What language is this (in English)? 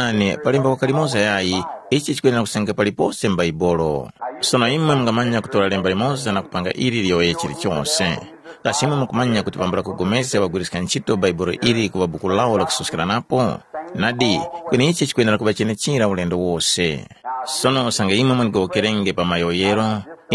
Tumbuka